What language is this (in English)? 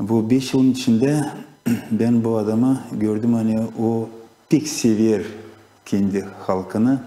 Gagauz